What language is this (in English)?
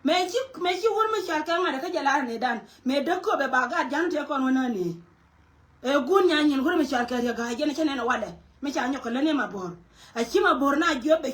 Nuer